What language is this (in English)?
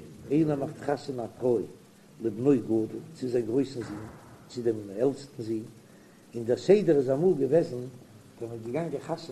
Yiddish